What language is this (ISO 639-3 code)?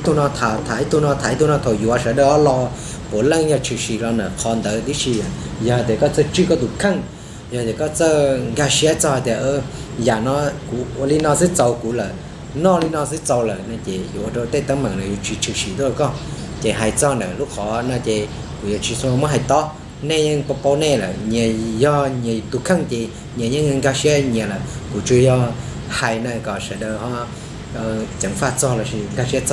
hmn